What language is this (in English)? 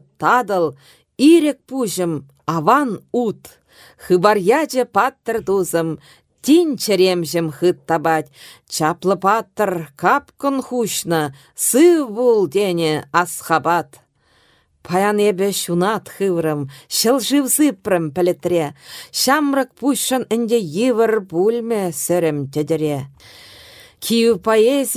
Chuvash